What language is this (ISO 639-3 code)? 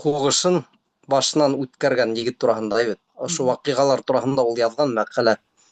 bak